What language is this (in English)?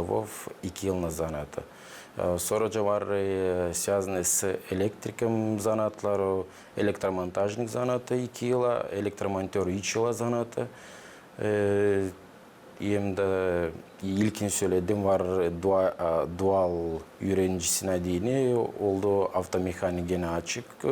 Gagauz